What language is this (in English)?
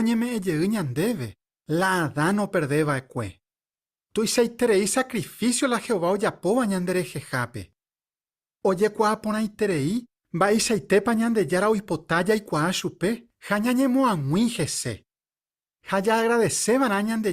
Guarani